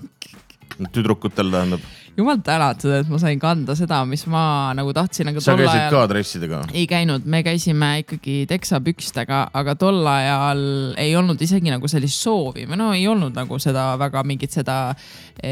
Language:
Estonian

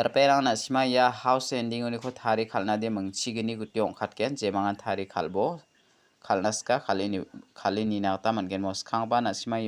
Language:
Garo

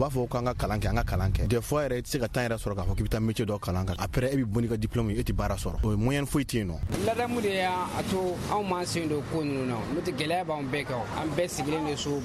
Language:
Bambara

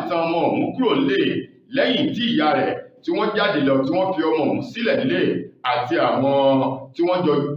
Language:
Yoruba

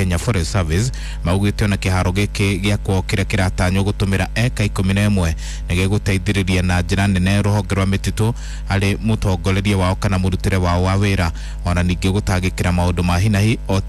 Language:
Kikuyu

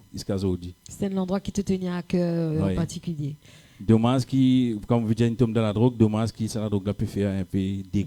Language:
Morisyen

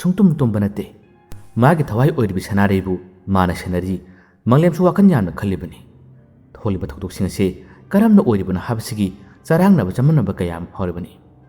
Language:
Manipuri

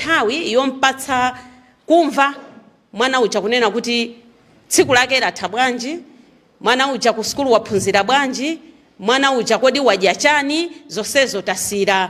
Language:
Nyanja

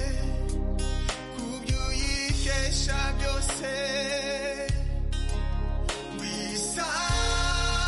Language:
Kinyarwanda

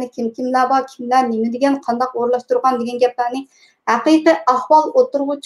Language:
Uyghur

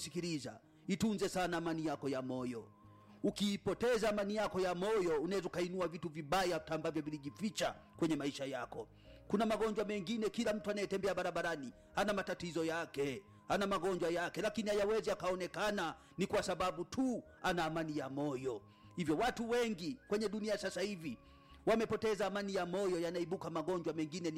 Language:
Swahili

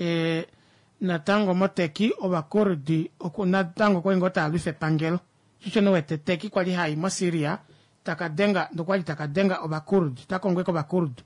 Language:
Kuanyama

